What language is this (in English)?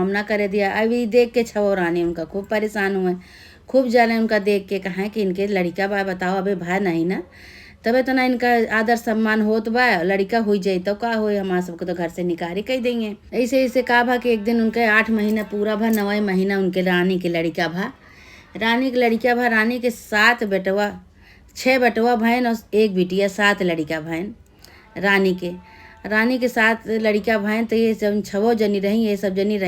Awadhi